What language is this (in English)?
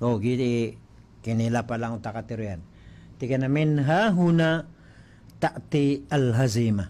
Maranao